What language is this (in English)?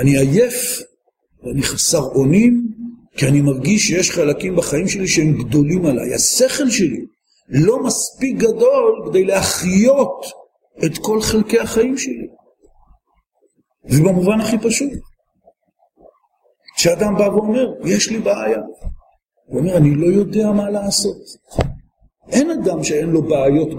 Hebrew